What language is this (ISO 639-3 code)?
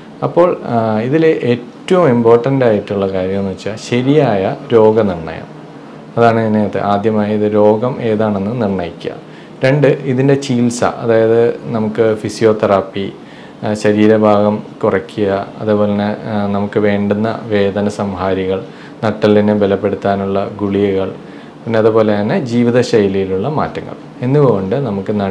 mal